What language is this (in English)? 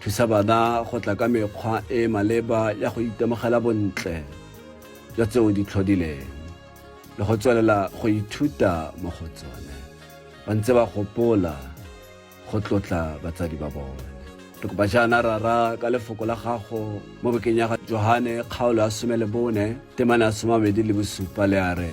Tswana